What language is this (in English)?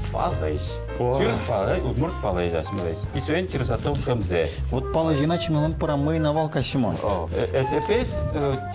Udmurt